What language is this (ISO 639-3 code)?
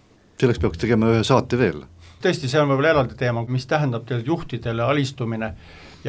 est